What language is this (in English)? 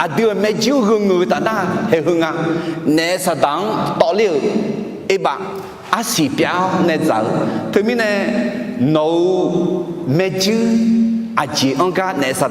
Akha